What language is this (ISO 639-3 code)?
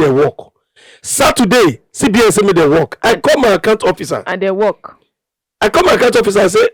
pcm